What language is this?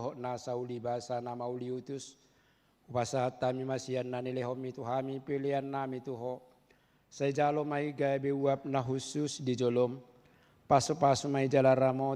Batak Toba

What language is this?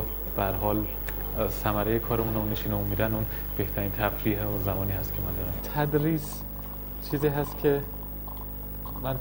Persian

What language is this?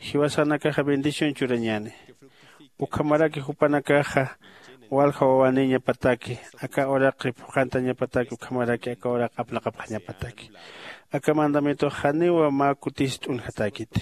Aymara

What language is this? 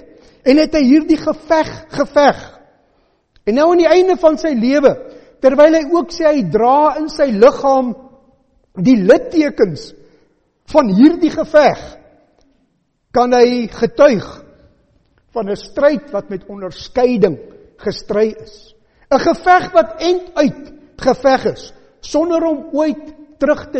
Afrikaans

